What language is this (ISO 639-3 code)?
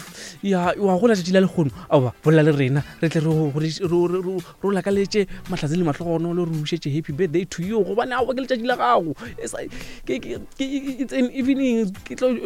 nso